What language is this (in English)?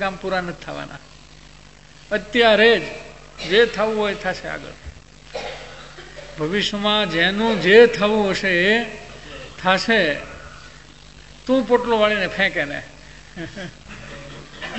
Gujarati